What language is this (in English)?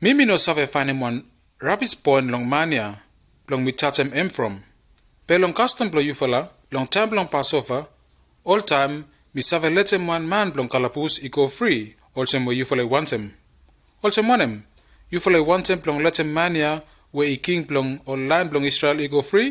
Bislama